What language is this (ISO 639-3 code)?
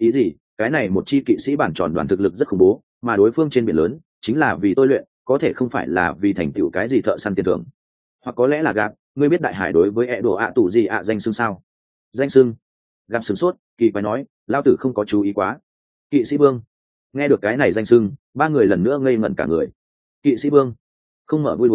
vie